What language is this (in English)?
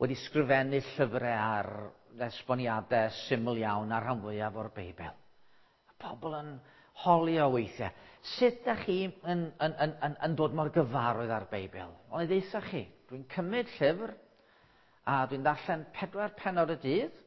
Welsh